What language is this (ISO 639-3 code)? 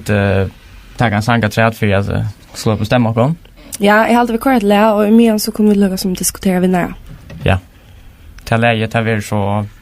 fao